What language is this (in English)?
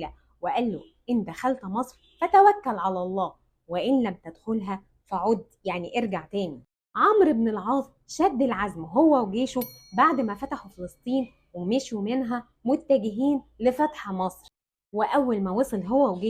Egyptian Arabic